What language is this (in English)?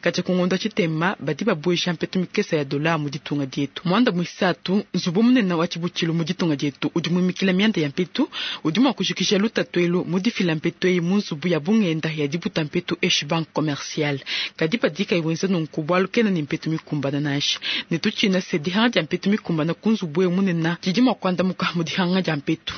Luba-Lulua